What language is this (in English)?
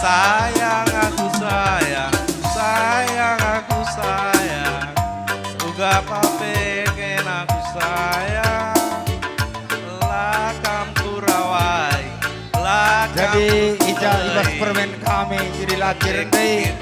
Batak Karo